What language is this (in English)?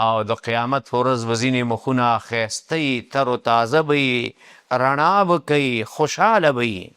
Pashto